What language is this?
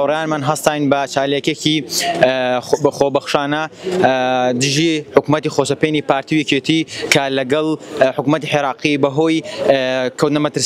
Central Kurdish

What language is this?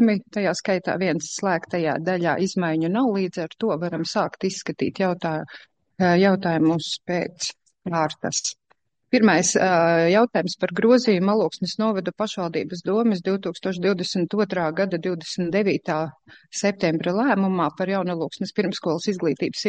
Latvian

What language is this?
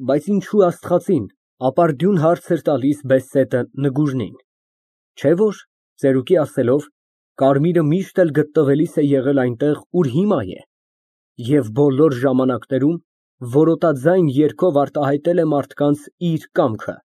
Armenian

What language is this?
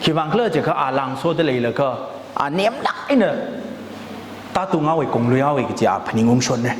Tangkhul Naga (India)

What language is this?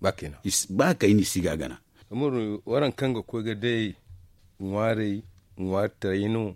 Zarma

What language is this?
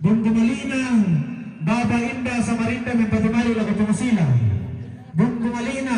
Toraja-Sa'dan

